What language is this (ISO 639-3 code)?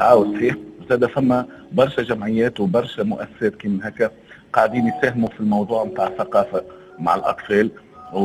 aeb